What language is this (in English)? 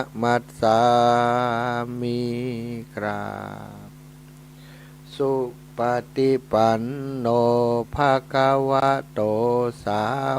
Pali